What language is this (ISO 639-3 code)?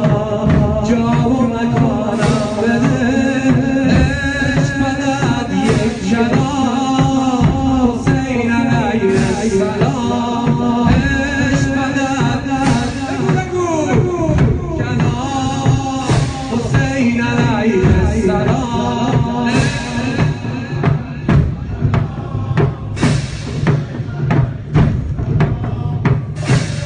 fas